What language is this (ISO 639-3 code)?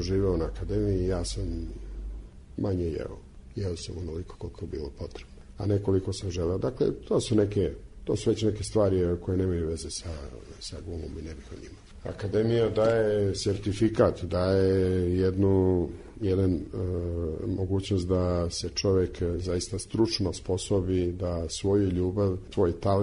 srp